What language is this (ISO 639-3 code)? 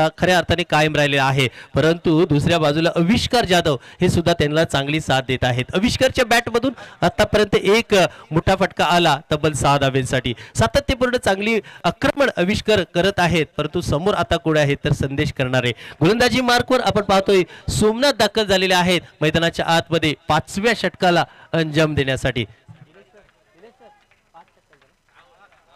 mar